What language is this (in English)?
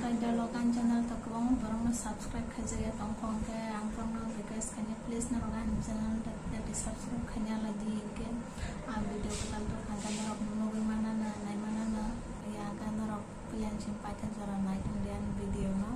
Kok Borok